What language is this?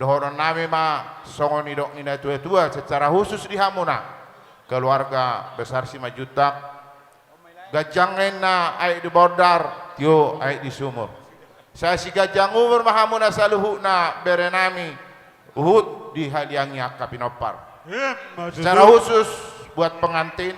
Batak Toba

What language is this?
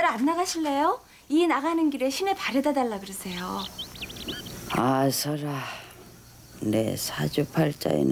Korean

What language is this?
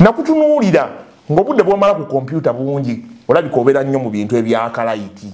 Ganda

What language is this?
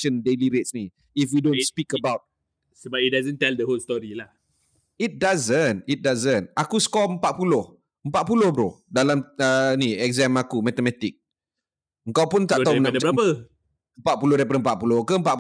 Malay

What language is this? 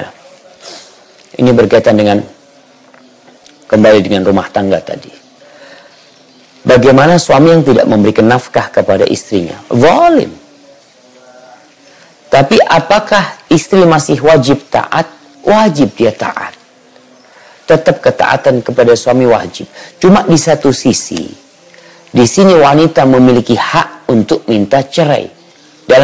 Indonesian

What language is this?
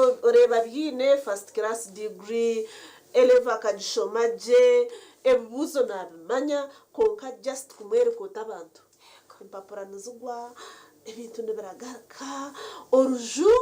Nyankole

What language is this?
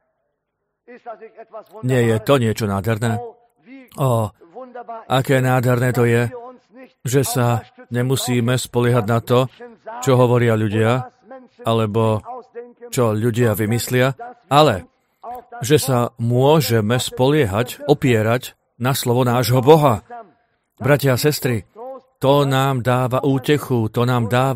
Slovak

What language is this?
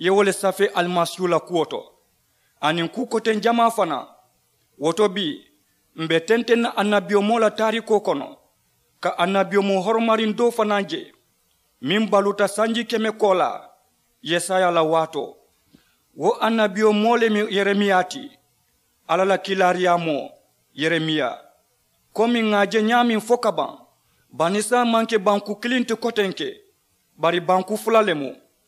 Mandingo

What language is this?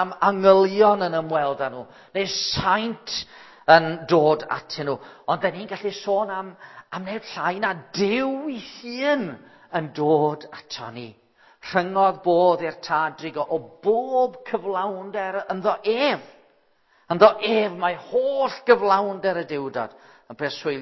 Welsh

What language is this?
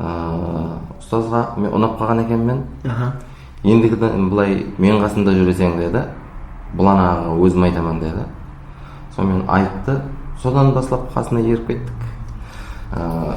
Kara-Kalpak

